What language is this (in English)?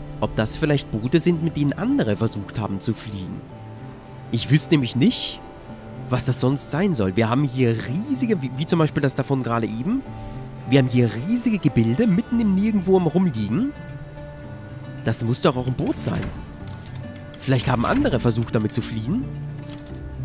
German